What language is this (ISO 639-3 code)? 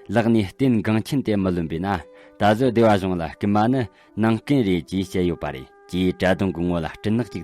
bod